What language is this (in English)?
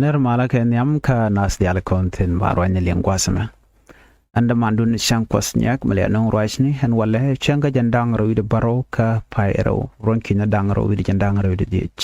Nuer